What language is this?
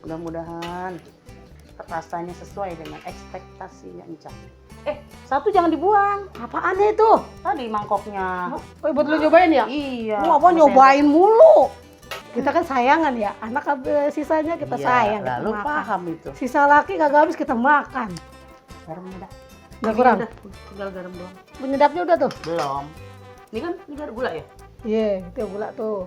Betawi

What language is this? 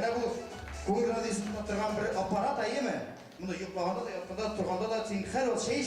Tatar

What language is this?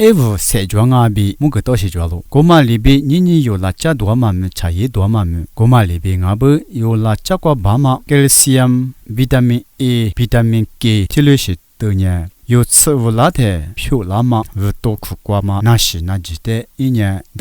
Lisu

